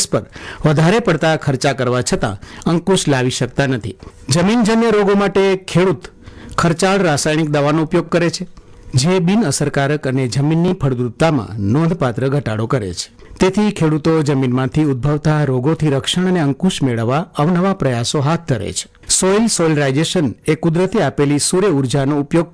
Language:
Gujarati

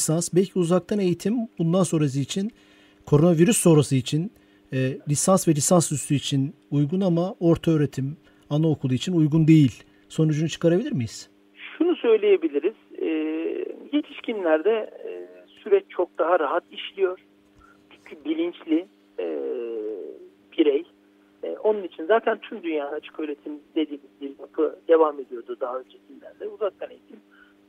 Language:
Turkish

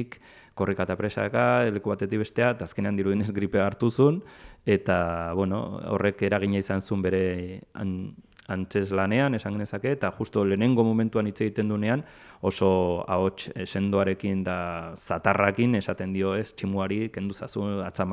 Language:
Basque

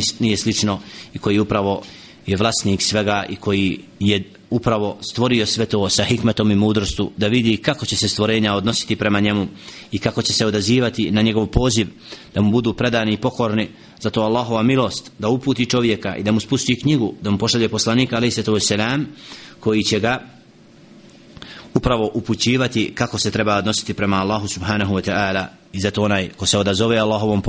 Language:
Bosnian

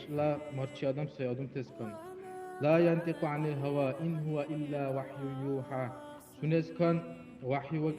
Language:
Dargwa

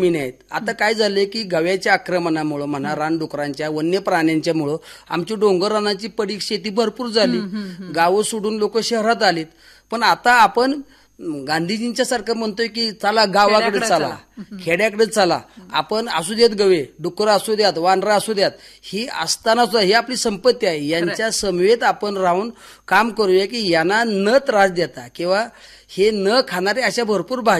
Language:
Marathi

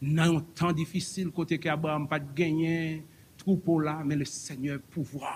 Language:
Haitian Creole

